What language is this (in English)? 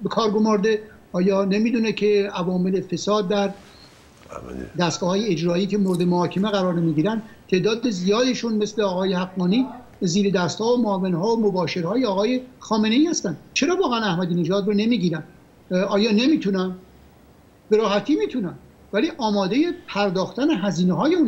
Persian